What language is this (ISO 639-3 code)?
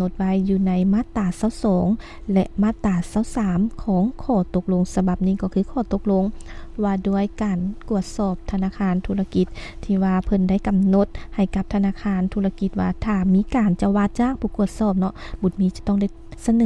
lao